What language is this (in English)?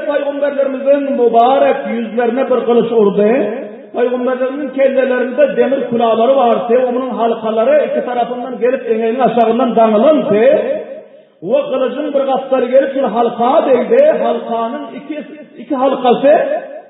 Turkmen